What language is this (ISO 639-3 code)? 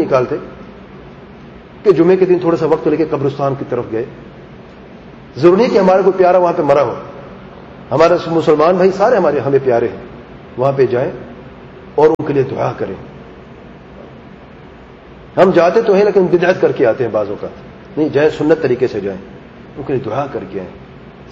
urd